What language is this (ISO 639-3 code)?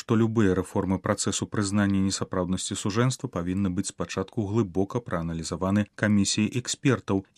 bel